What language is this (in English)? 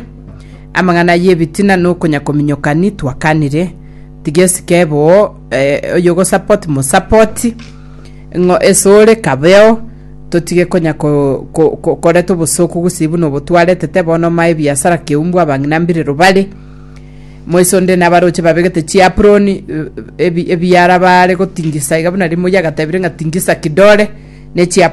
Gusii